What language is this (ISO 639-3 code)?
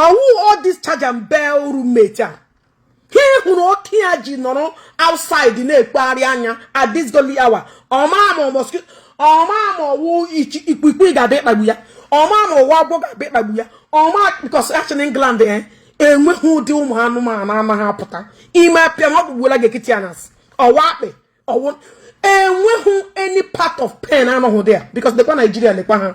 ibo